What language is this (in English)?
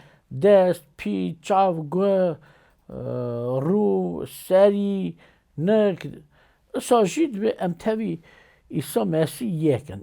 Kurdish